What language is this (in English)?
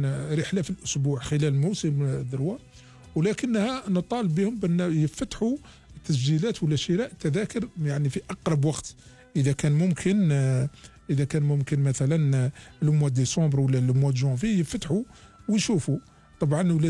Algerian Arabic